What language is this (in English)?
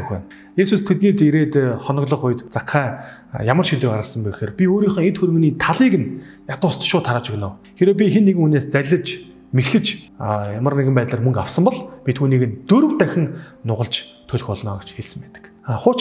Mongolian